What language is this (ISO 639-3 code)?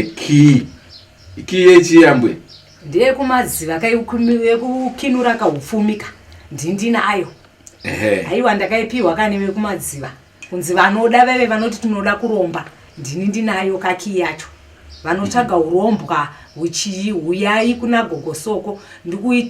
sna